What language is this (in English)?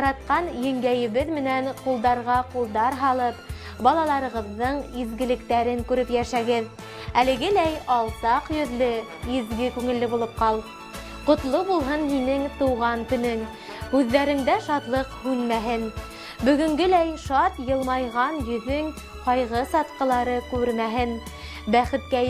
Bashkir